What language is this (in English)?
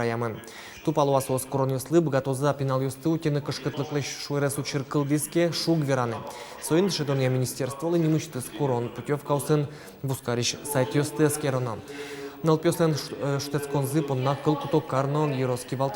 Udmurt